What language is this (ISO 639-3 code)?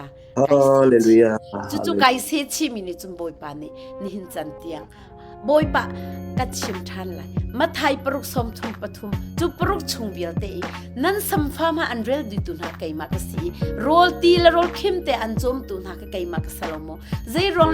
cnh